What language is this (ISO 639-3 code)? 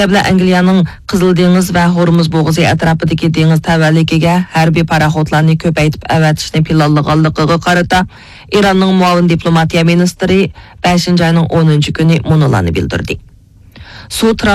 uig